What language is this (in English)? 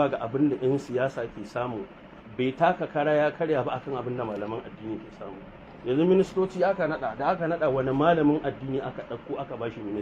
Hausa